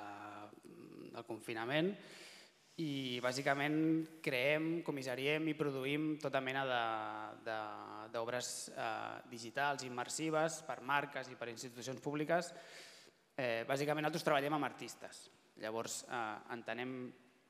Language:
Catalan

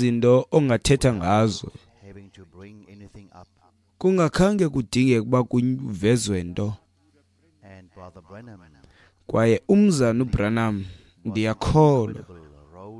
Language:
Xhosa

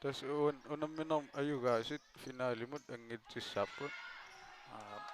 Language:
Kalaallisut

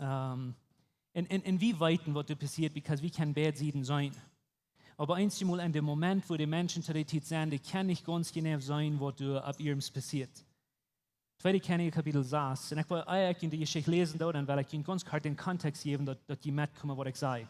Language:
Plautdietsch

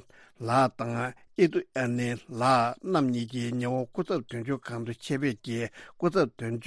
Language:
Tibetan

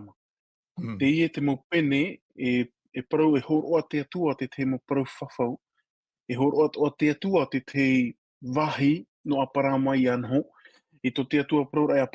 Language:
Tahitian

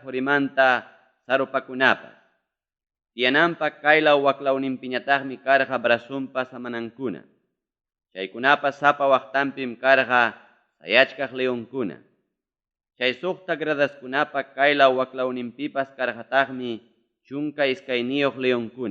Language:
Ayacucho Quechua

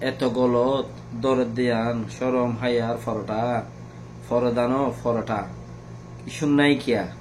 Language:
Rohingya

